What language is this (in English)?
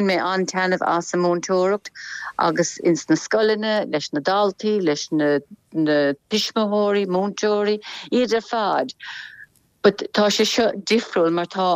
Irish